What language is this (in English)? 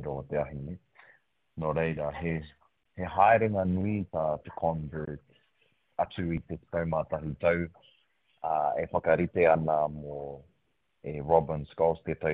Māori